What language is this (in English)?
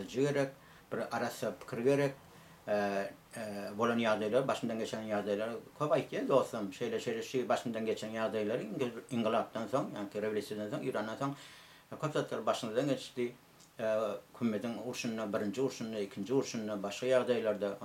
Turkmen